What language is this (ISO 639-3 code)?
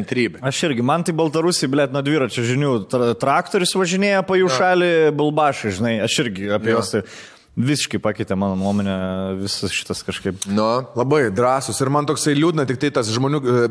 lit